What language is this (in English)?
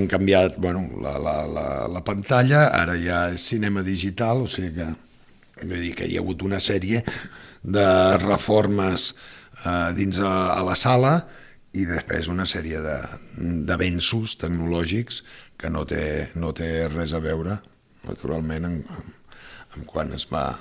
Catalan